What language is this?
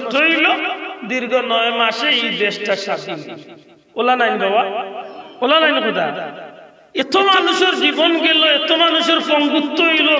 Sylheti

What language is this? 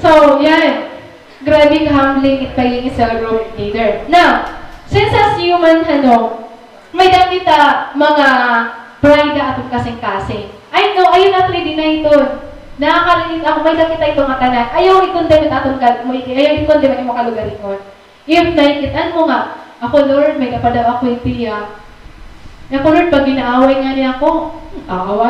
Waray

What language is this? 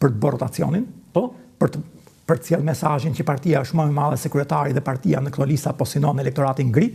Albanian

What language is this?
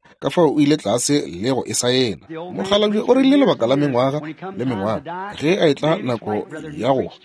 Northern Sotho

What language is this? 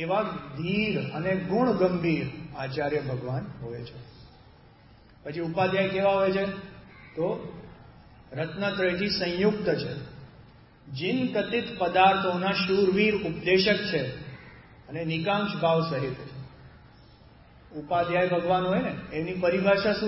Gujarati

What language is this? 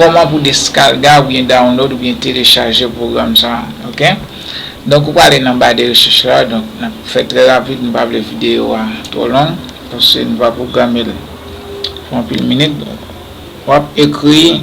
Haitian Creole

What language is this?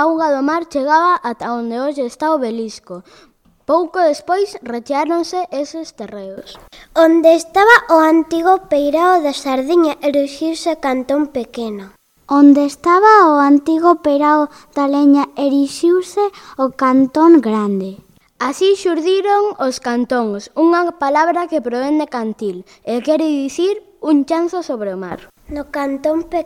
Galician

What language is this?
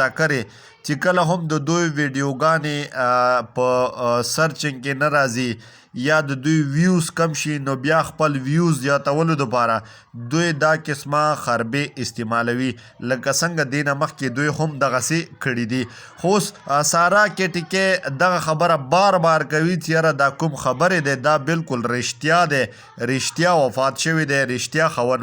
Pashto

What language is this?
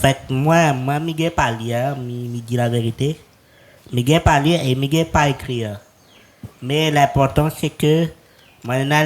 Réunion Creole French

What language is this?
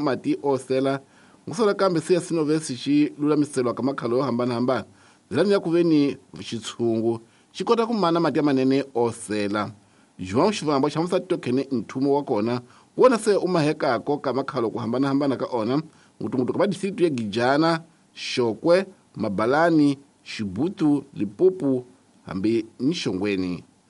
Tsonga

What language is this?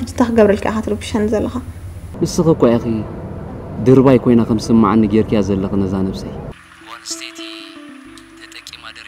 Tigrinya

